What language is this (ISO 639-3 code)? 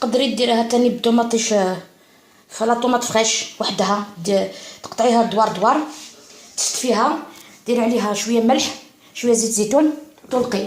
arq